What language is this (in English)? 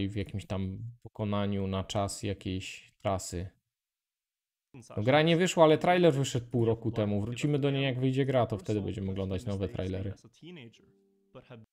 Polish